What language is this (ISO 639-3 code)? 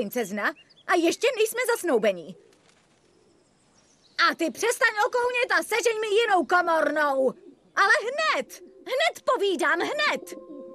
ces